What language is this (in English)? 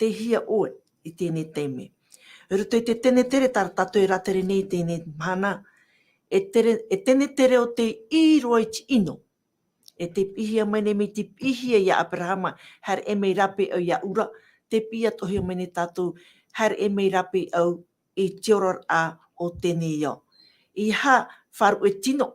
Tahitian